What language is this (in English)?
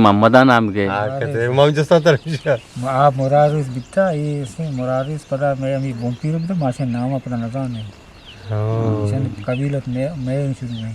Eastern Balochi